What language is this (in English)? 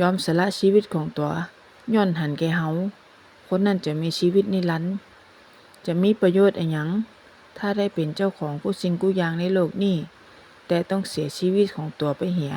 Northern Thai